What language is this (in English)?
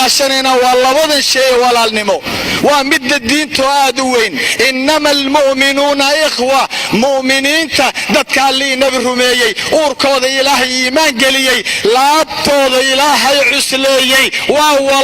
Somali